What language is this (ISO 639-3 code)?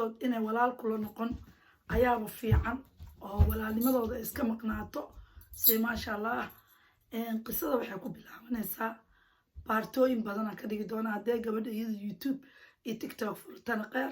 som